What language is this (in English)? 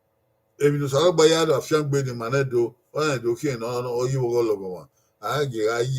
Bini